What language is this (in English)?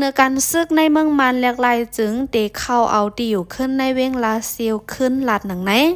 Shan